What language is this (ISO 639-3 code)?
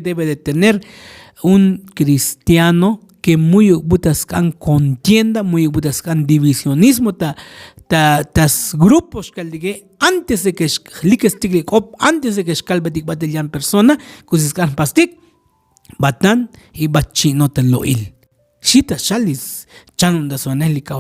tzo